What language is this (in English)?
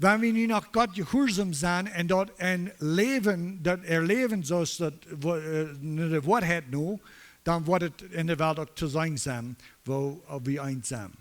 Plautdietsch